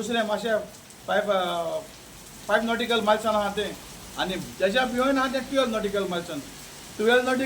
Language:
Konkani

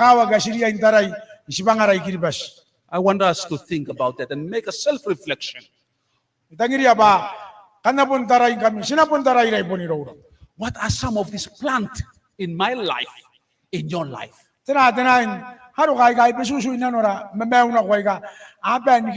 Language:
Gilbertese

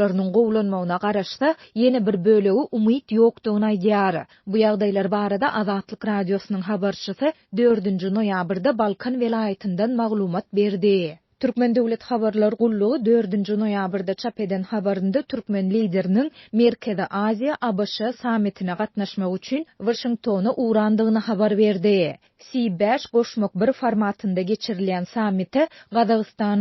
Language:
Turkmen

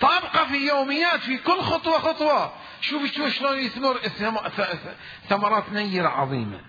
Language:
Mesopotamian Arabic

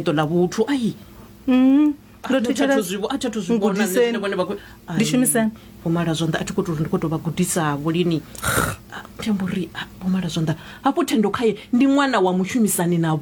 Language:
Venda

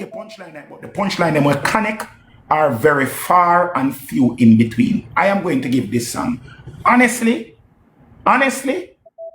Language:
Jamaican Creole English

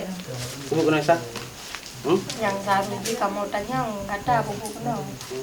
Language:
Achinese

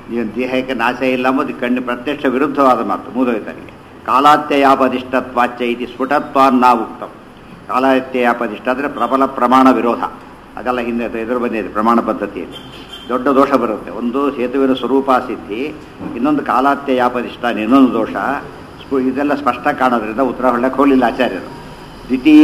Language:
Kannada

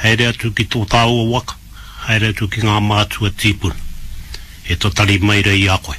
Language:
Māori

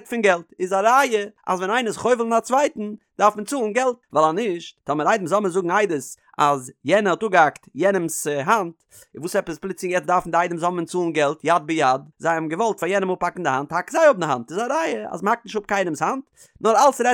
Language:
Yiddish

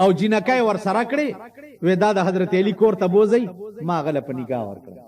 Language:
Pashto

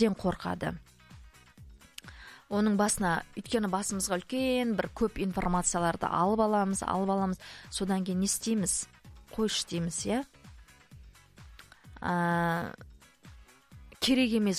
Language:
Kazakh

